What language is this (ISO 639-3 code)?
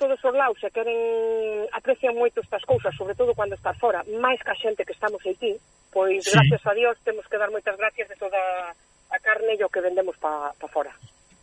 glg